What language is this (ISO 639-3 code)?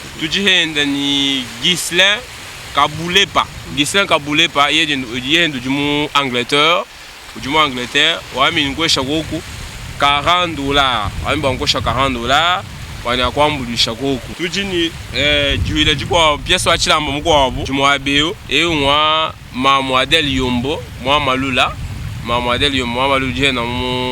lua